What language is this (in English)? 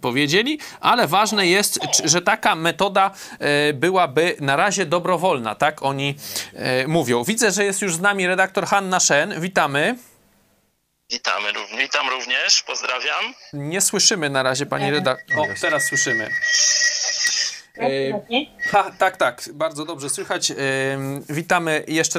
Polish